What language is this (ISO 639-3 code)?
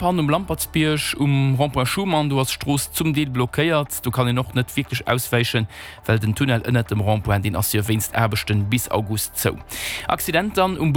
ltz